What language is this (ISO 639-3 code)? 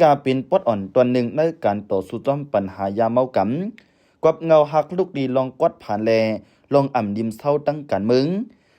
shn